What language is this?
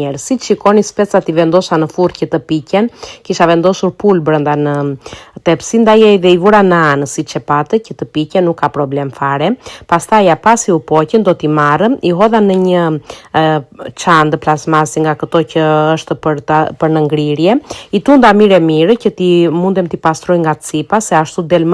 Albanian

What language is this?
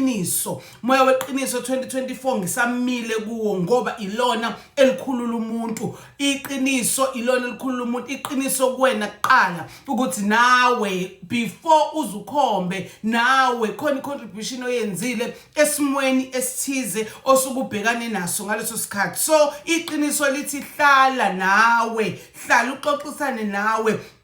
Zulu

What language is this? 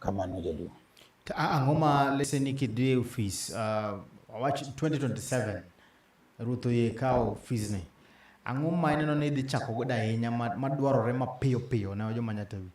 Luo (Kenya and Tanzania)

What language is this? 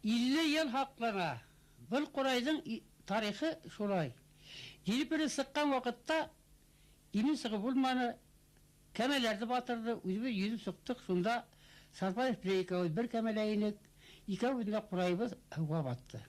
Bashkir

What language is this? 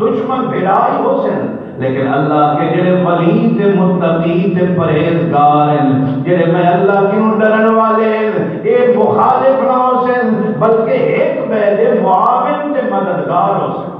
Saraiki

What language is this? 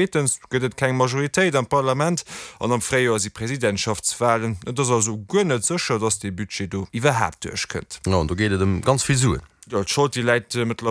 Luxembourgish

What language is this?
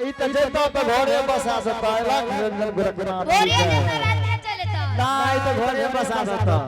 Angika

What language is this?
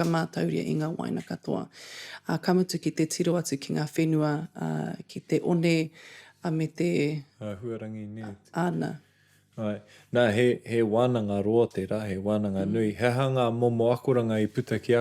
Māori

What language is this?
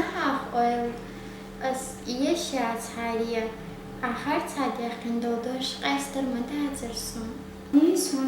Chechen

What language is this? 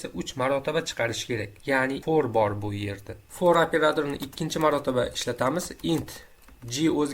Uzbek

